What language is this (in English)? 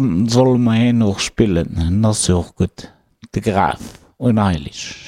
Luxembourgish